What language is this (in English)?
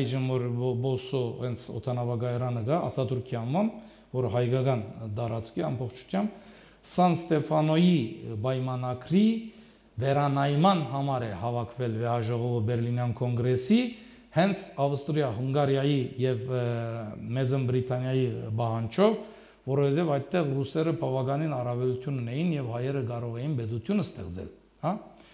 Armenian